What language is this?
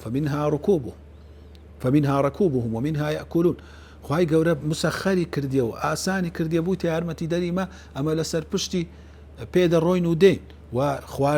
Central Kurdish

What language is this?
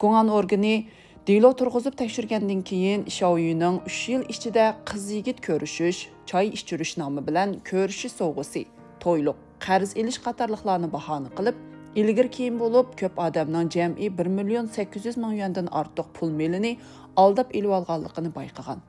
Uyghur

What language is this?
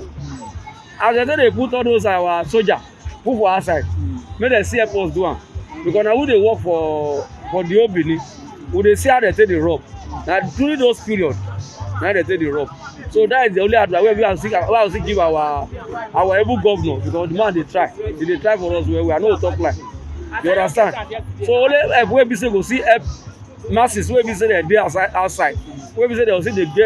Nigerian Pidgin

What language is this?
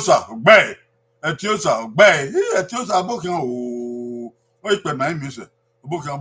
Bini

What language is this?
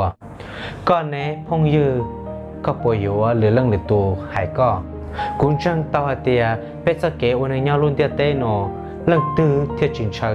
Hmong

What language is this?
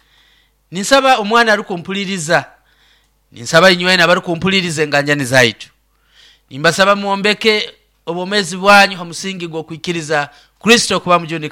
Nyoro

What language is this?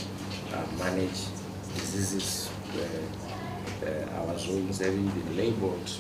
Tswana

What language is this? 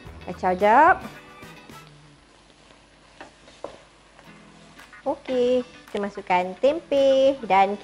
Malay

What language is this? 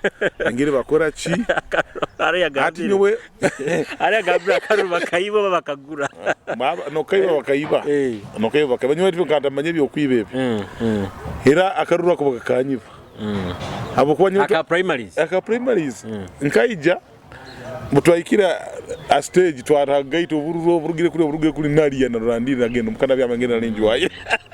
Nyoro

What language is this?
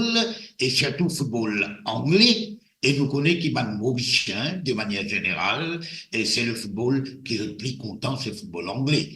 Morisyen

